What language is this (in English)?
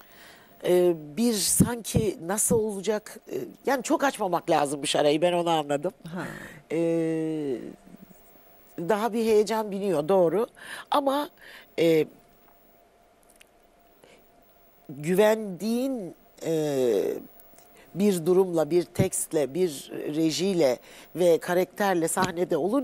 Turkish